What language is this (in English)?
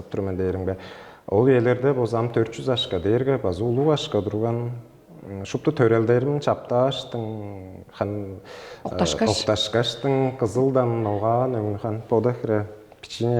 Tuvinian